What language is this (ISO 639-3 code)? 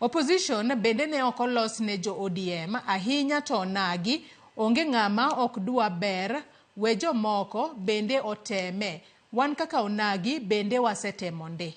luo